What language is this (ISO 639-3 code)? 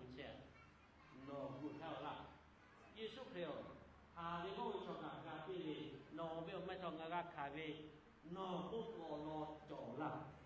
lhu